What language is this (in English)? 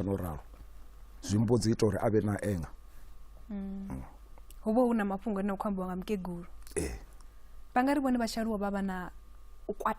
Venda